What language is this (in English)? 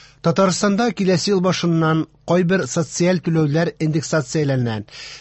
Tatar